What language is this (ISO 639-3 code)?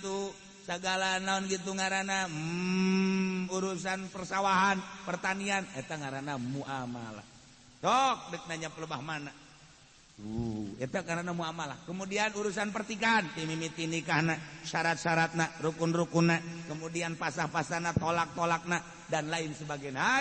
sun